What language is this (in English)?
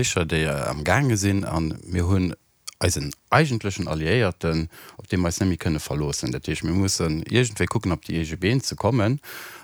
Luxembourgish